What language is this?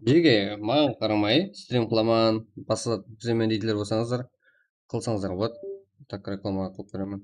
Kara-Kalpak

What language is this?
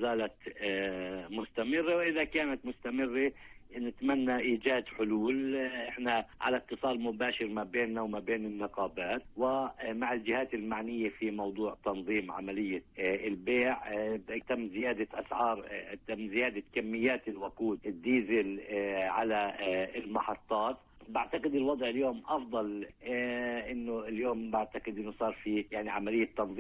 North Levantine Arabic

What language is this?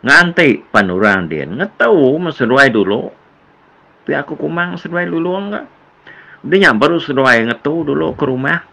Iban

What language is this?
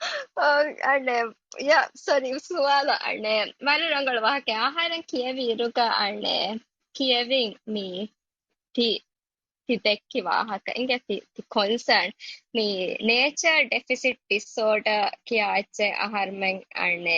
Divehi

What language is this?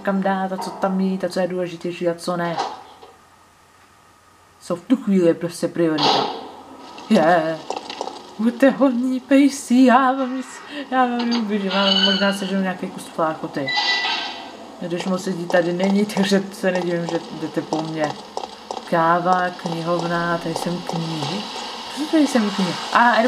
Czech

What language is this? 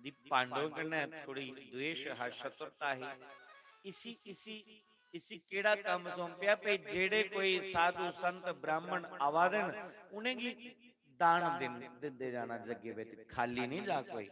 Dogri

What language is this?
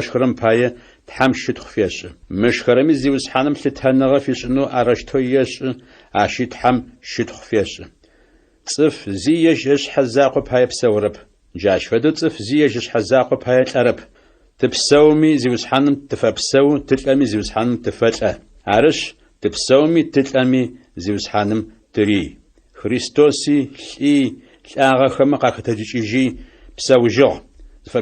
Adyghe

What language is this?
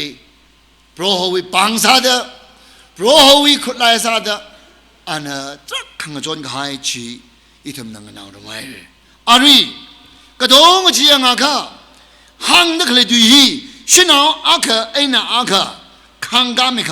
Tangkhul Naga (India)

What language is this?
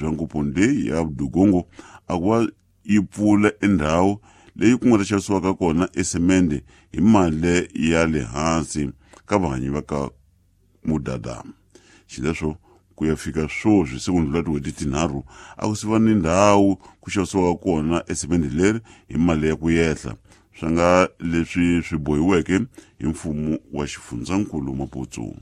Tsonga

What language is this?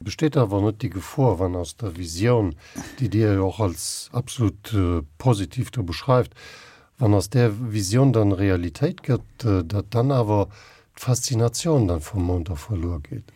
Luxembourgish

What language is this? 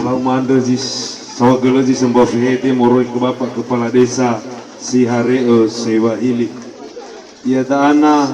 Nias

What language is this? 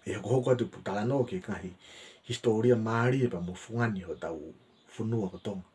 Tongan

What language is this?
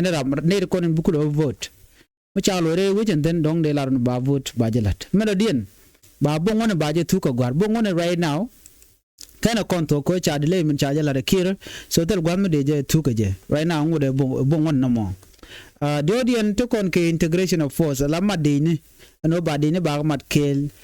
Nuer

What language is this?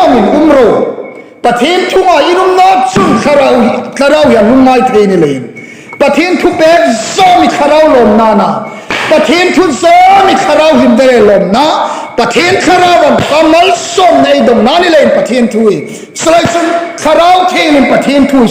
Hmar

